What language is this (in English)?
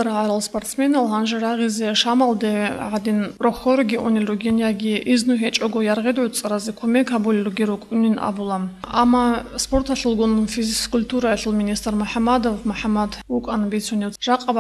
Avaric